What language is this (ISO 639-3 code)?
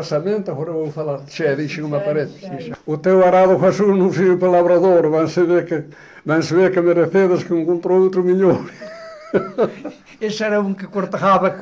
glg